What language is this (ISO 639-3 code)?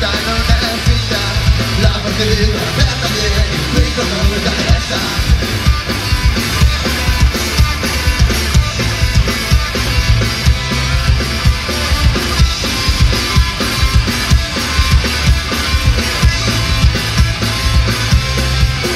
ita